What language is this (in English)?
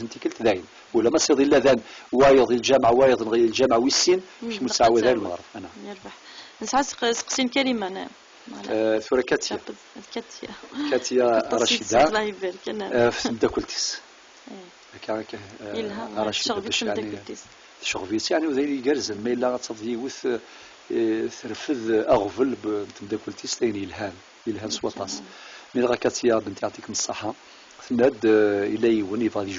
Kabyle